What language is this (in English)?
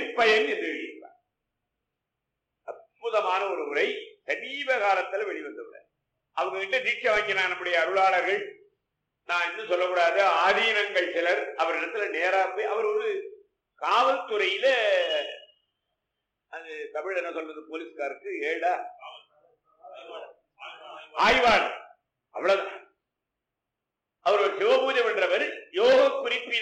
Tamil